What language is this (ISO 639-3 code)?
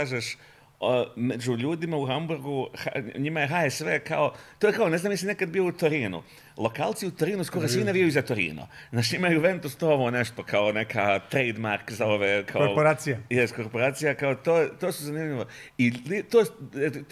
bos